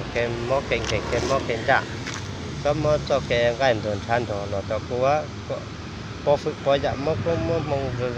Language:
Hmong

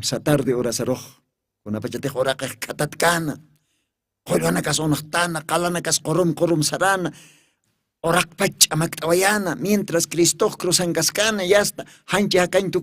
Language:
Aymara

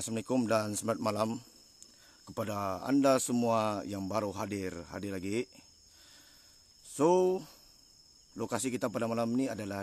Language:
Malay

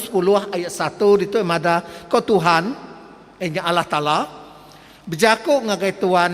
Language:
Iban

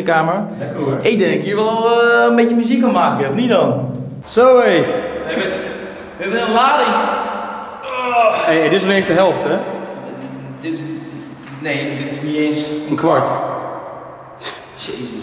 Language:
Dutch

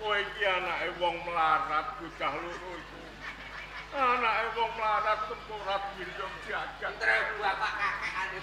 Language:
Javanese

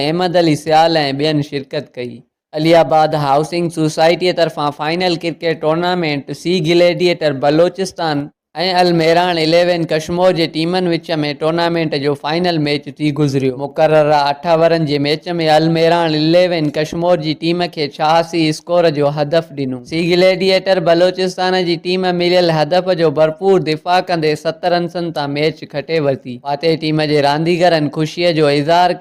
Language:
Sindhi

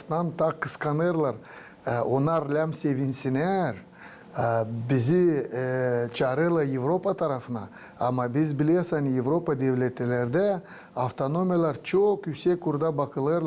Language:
Gagauz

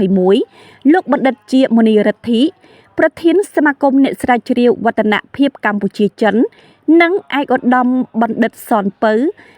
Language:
Khmer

